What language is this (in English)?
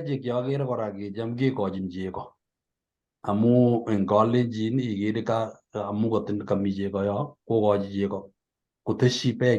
Kalenjin